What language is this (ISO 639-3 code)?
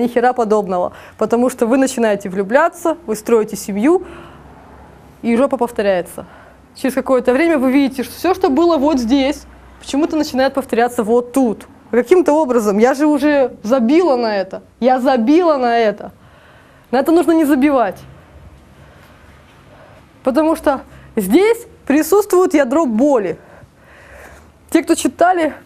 rus